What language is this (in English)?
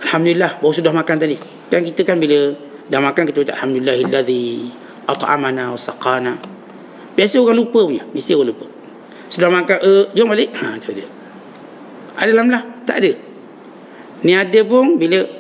Malay